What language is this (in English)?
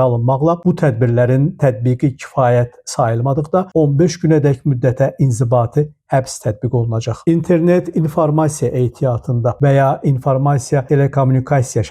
Azerbaijani